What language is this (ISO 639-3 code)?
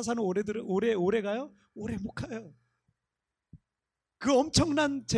kor